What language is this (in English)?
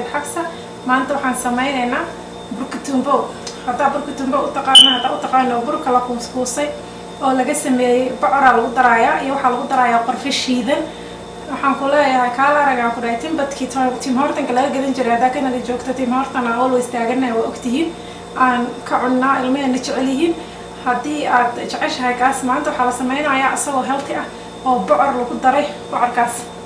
Somali